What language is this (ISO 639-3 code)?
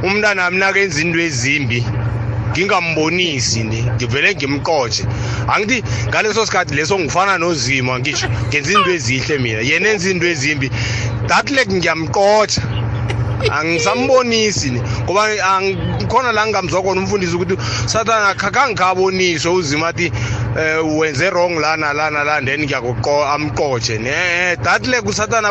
nbl